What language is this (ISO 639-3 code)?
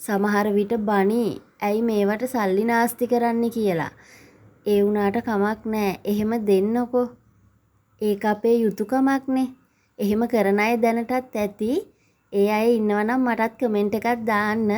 sin